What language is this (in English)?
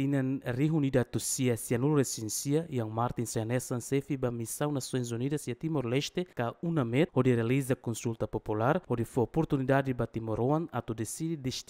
Tetum